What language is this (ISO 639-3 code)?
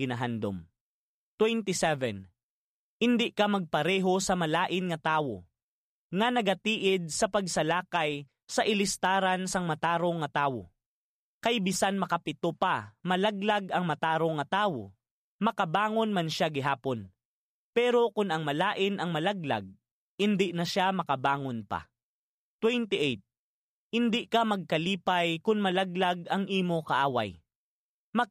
hil